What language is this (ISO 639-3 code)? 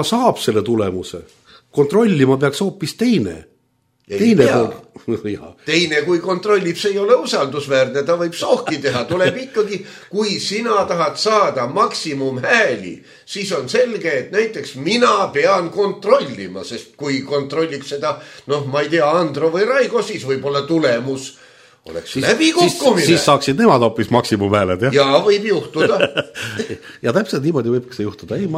est